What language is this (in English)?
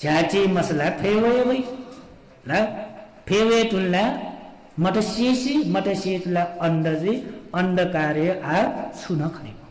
Newari